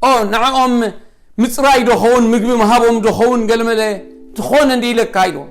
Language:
Tigrinya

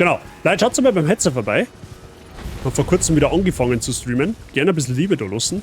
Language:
Bavarian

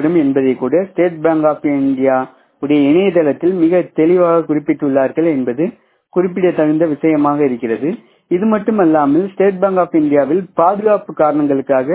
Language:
Tamil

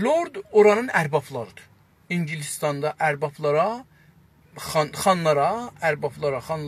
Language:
South Azerbaijani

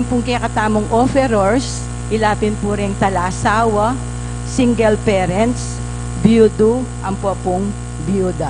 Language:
Pampanga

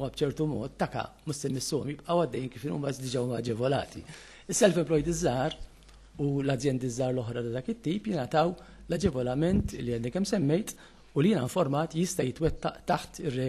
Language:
Maltese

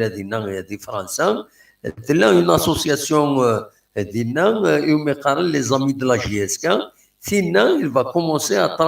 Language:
Kabyle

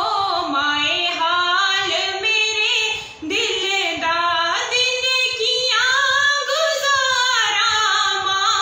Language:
Dogri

